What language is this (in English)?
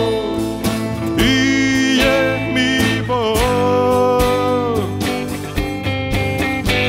Ukrainian